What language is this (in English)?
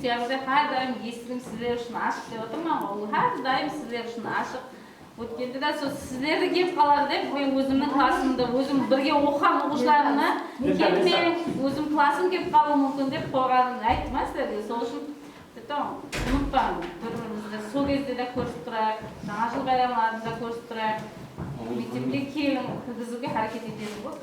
Kara-Kalpak